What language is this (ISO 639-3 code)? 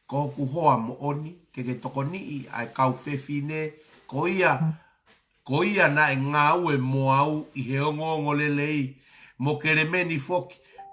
ton